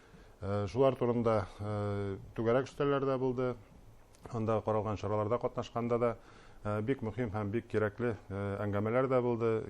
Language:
Bashkir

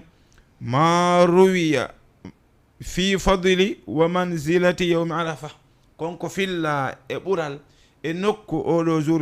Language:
Fula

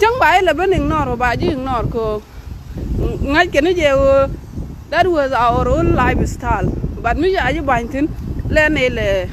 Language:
Nuer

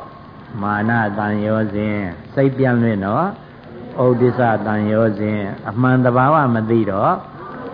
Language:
Burmese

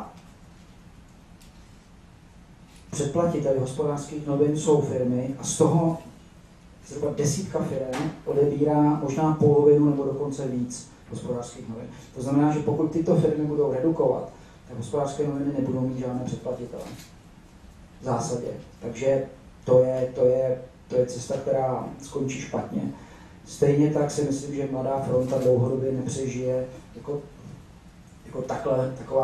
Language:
Czech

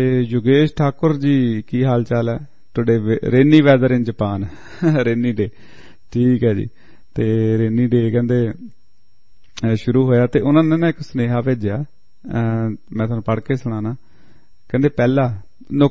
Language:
Punjabi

